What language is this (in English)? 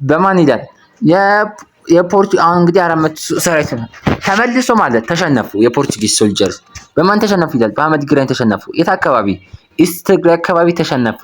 Amharic